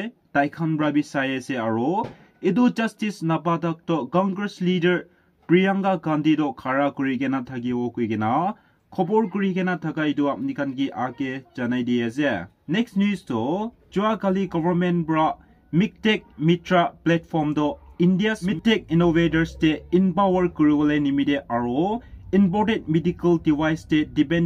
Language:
Naga Pidgin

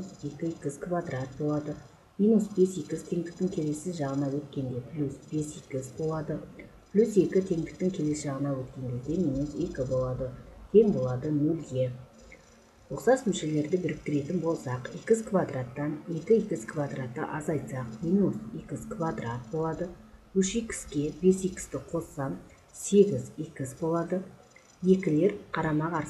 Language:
Kazakh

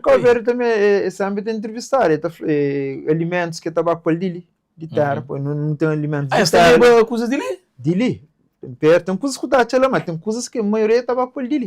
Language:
Kabuverdianu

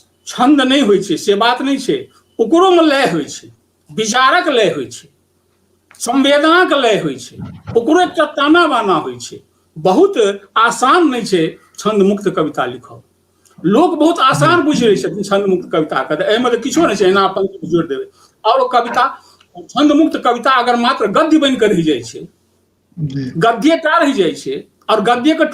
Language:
Maithili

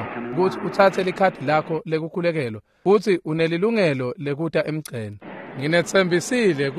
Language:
Swati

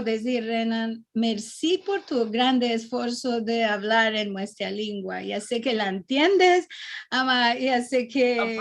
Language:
Ladino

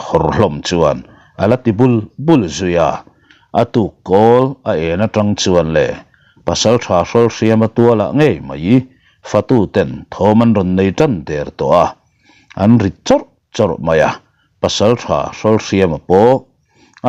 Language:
Mizo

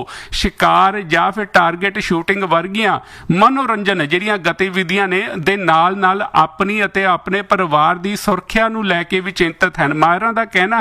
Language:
Punjabi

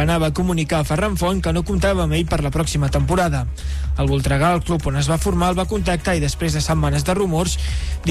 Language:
Catalan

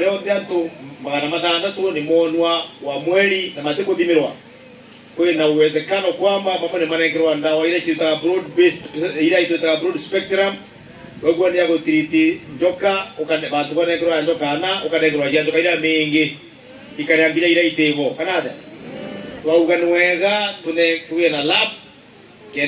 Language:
Meru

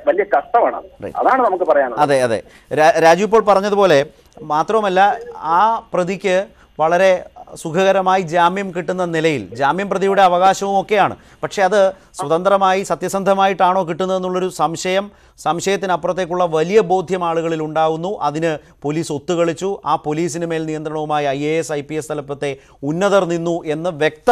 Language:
Malayalam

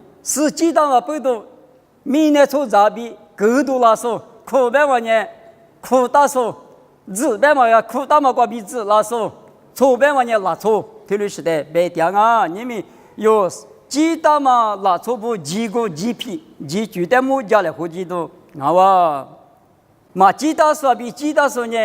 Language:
Lisu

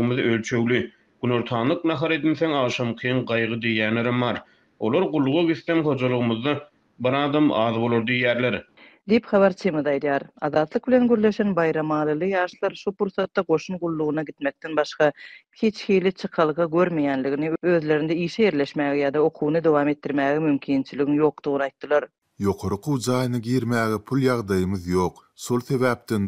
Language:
Turkmen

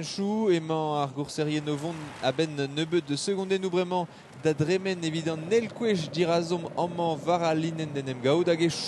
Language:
Breton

